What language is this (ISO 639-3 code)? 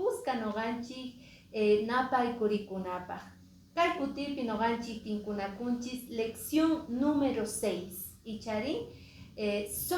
que